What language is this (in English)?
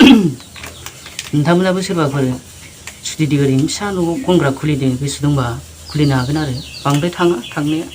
Bodo